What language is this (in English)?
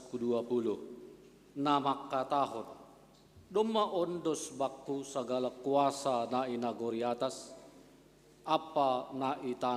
Batak Simalungun